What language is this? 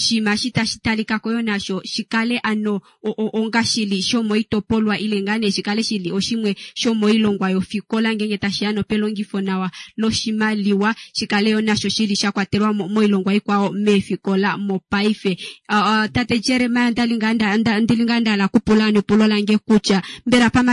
Kuanyama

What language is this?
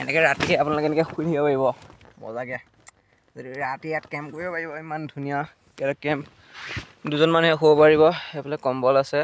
Assamese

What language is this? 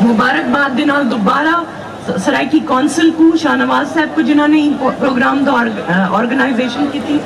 Saraiki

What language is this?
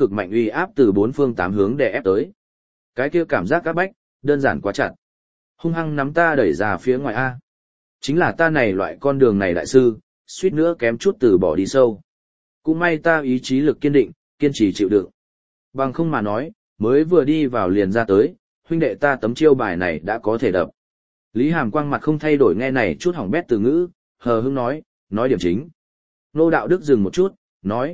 Vietnamese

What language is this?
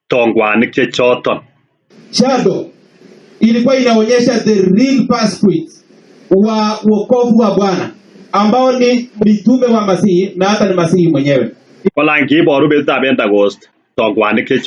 Kalenjin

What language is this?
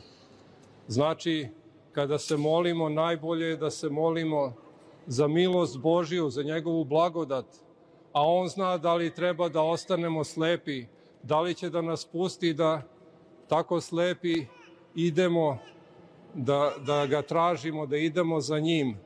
Serbian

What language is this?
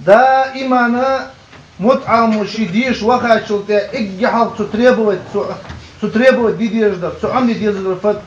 Ingush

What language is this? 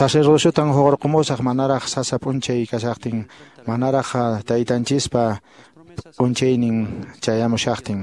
Quechua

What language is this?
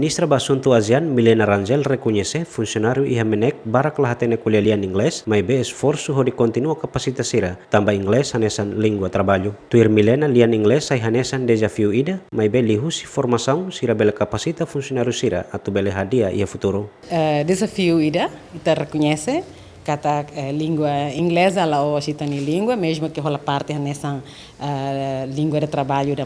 Tetum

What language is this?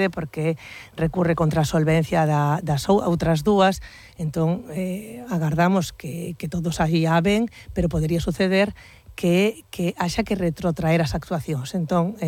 Galician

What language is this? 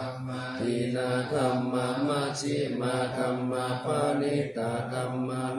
Pali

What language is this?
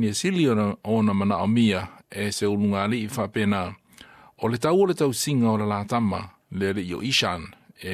Samoan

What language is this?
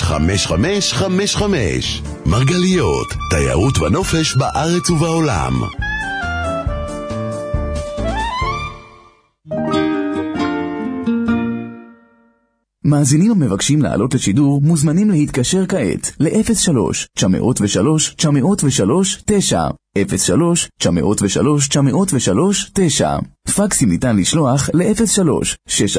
Hebrew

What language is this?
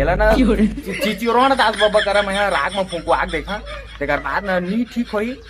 Chhattisgarhi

